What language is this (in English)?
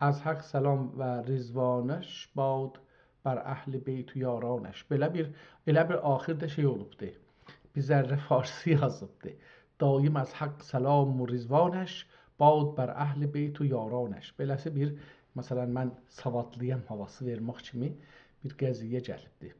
South Azerbaijani